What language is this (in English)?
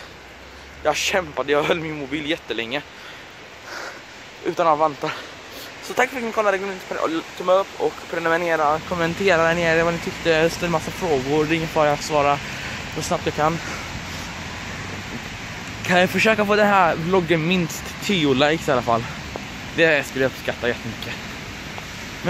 Swedish